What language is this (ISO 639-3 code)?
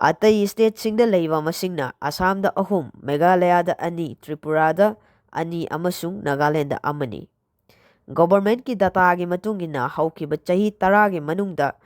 mni